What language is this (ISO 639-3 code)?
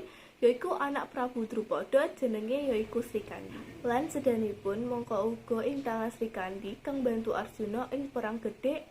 jav